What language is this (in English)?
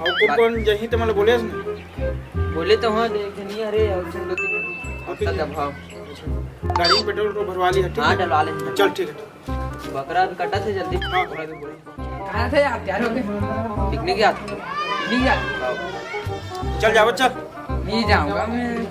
Chhattisgarhi